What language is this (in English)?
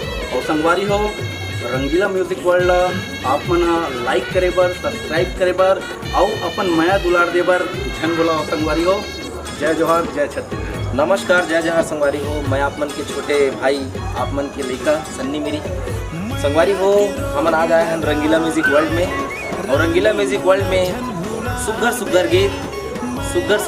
Chhattisgarhi